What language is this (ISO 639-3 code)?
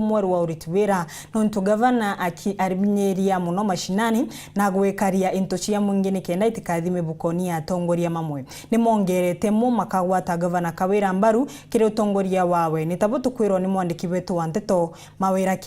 mer